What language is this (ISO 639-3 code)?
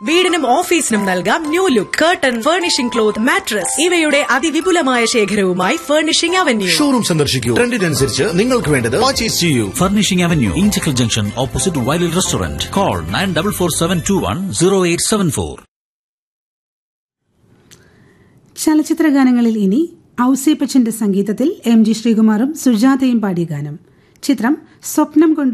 mal